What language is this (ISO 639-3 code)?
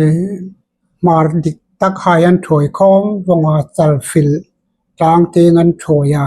hmr